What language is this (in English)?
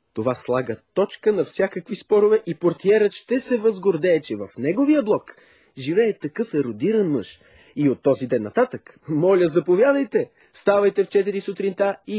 Bulgarian